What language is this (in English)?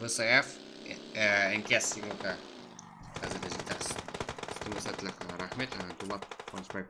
Kara-Kalpak